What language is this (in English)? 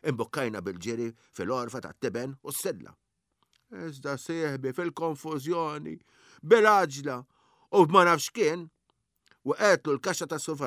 Maltese